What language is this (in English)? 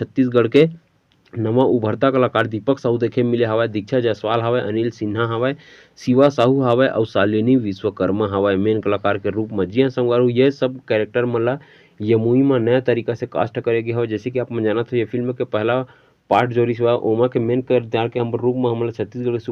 Chhattisgarhi